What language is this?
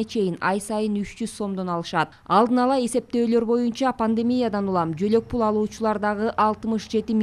Kyrgyz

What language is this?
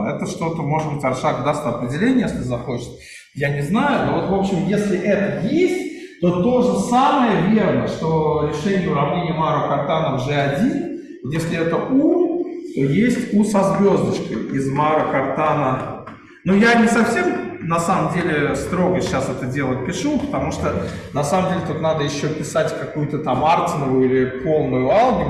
Russian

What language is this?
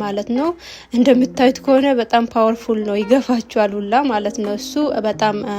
Amharic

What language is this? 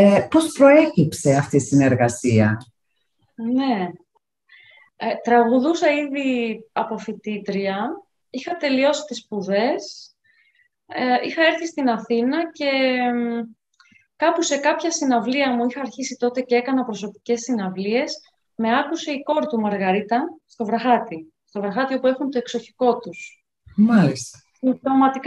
Greek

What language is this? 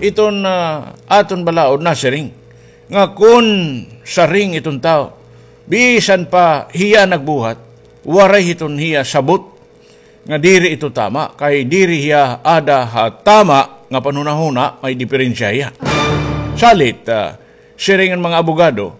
Waray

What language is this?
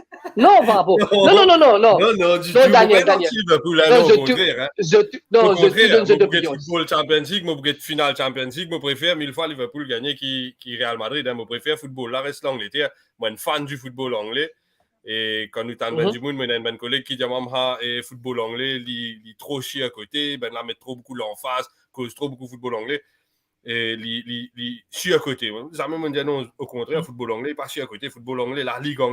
Morisyen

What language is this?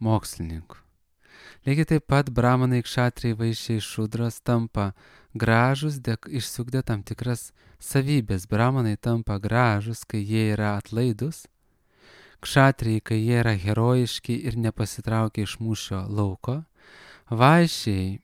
Lithuanian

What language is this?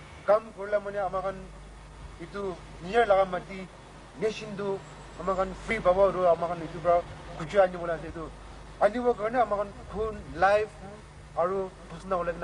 Naga Pidgin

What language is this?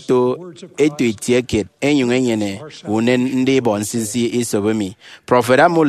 Efik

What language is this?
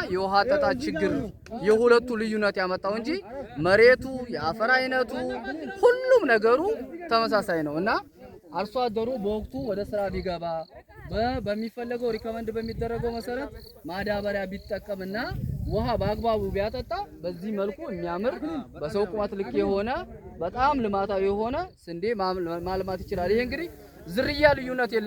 Amharic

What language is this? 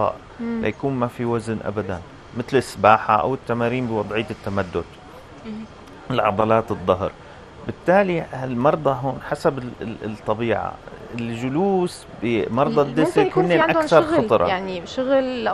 North Levantine Arabic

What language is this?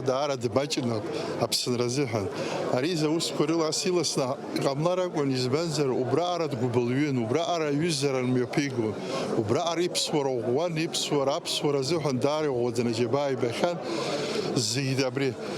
Abkhazian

